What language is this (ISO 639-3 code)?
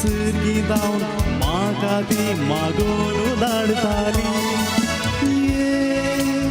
kok